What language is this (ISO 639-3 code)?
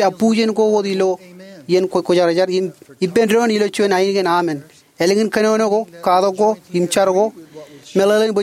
mah